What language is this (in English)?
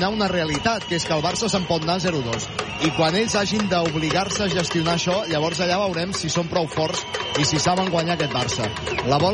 Catalan